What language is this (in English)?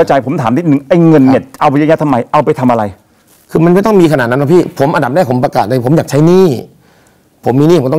Thai